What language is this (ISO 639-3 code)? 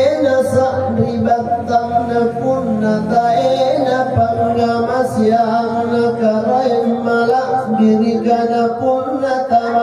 mak